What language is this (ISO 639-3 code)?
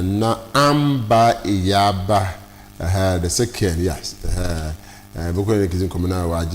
aka